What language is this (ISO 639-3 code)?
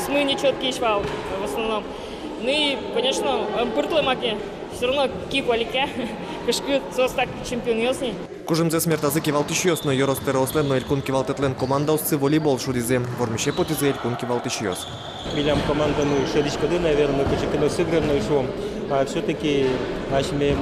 udm